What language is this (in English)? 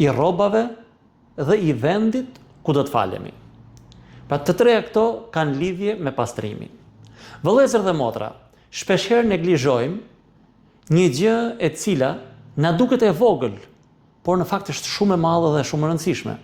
Albanian